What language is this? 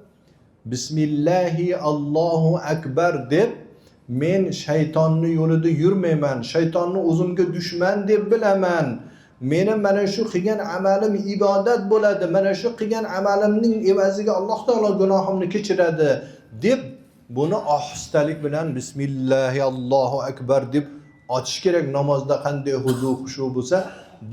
Uzbek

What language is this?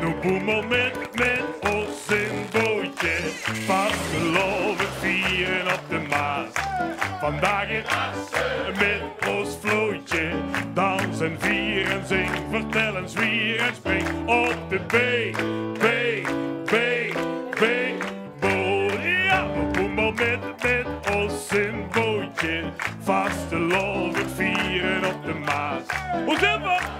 Limburgish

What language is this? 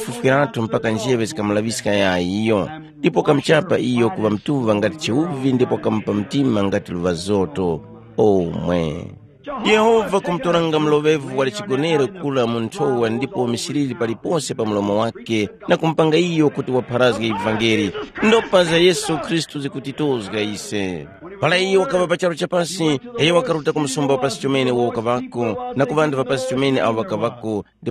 Tumbuka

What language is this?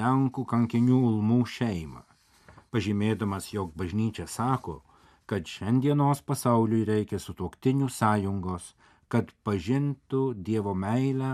Lithuanian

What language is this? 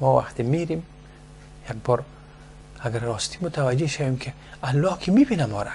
Persian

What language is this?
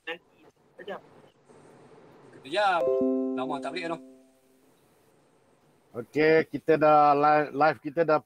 Malay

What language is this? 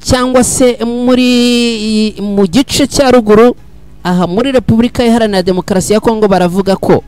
Kinyarwanda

